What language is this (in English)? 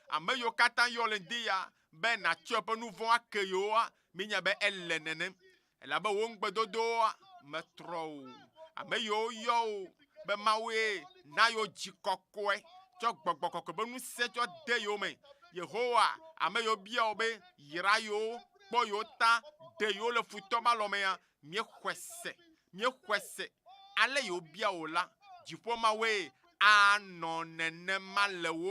Ewe